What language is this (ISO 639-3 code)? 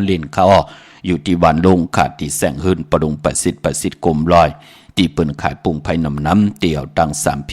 shn